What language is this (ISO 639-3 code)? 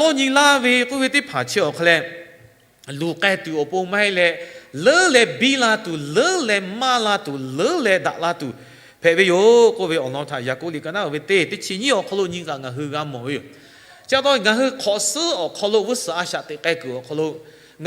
lhu